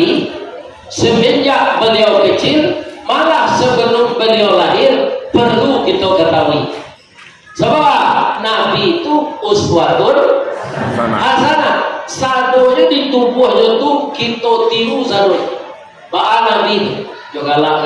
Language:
Minangkabau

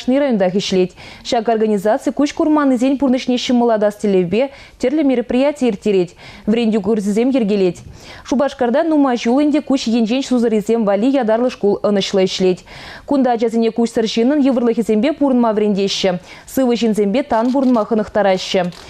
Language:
Chuvash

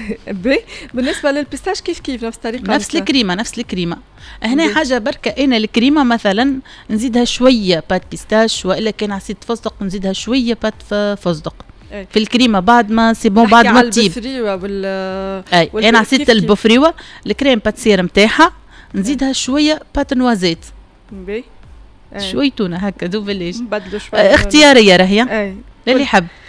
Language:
Tunisian Arabic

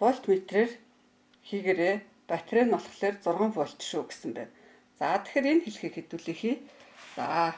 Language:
Mongolian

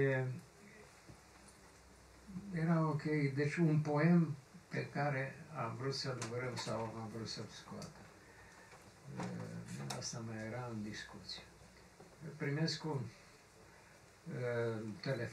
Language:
Romanian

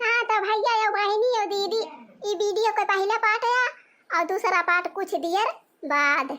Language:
Awadhi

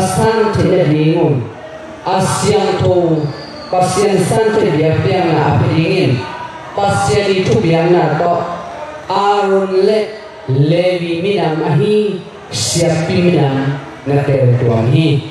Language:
Tedim Chin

